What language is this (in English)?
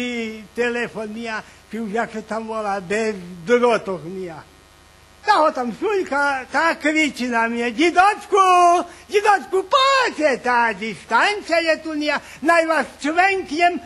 Rusyn